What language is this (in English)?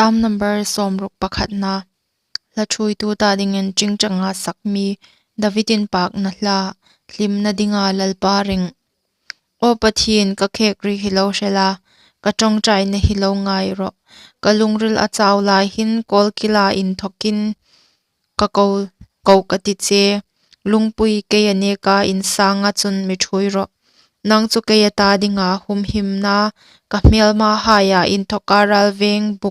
Hmar